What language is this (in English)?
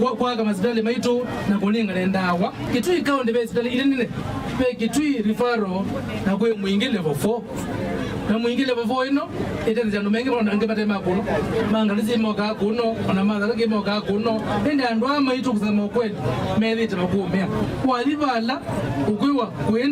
Kamba